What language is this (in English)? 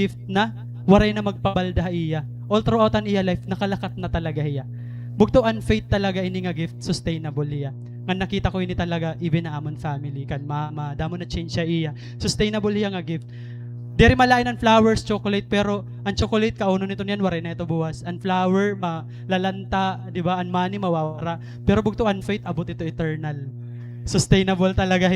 Waray